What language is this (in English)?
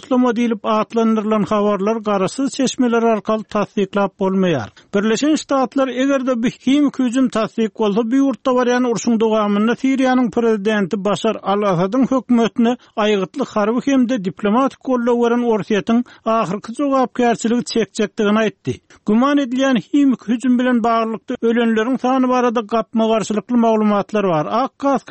Turkmen